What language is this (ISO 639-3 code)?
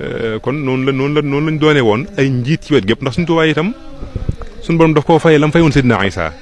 wol